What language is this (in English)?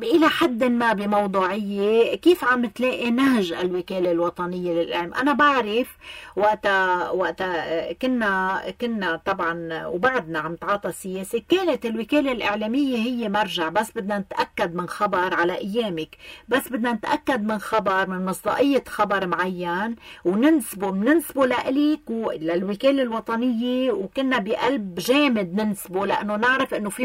North Levantine Arabic